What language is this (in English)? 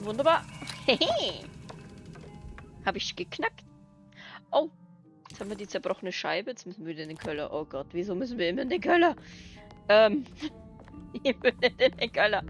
Bavarian